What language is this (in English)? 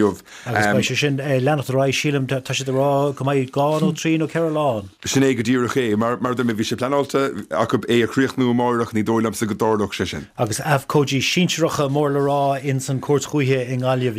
Irish